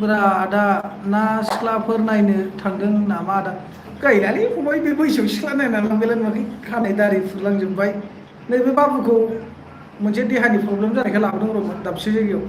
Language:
Bodo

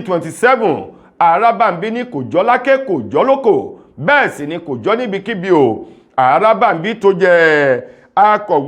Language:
Yoruba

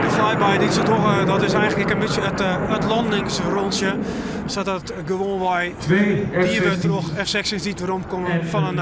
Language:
Western Frisian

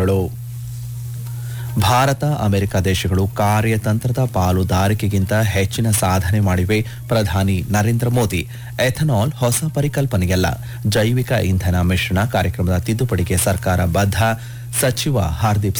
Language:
Kannada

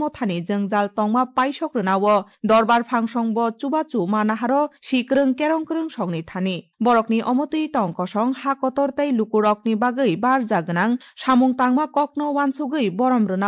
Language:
Kok Borok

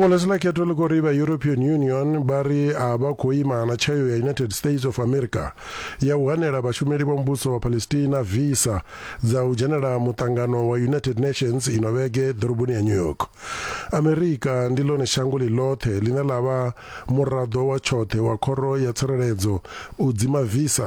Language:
Venda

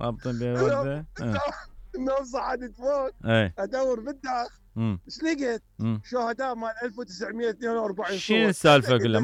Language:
Mesopotamian Arabic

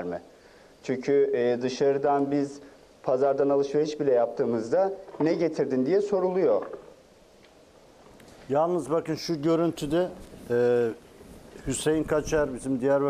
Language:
Turkish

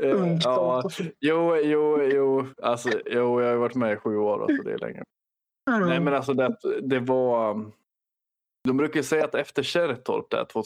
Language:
Swedish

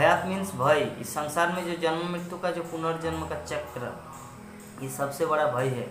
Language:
Hindi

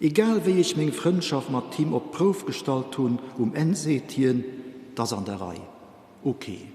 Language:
Luxembourgish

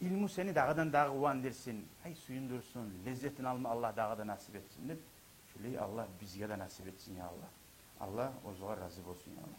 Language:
Kumyk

